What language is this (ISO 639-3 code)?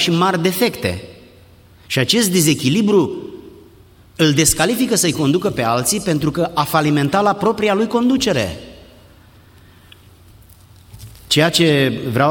ron